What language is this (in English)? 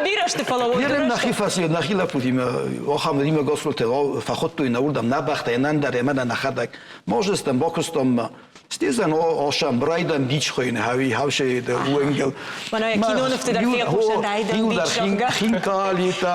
Ossetic